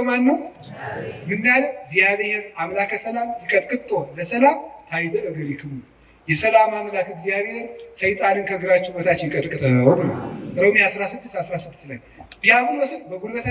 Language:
Amharic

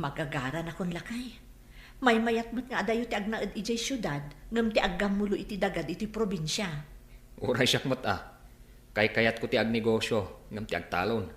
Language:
Iloko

